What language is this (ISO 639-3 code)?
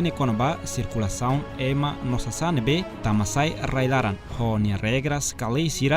tet